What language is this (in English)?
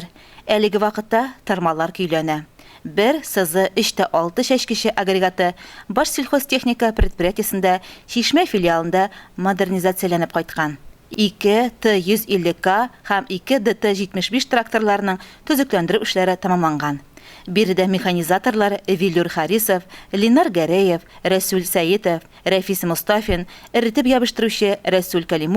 Tatar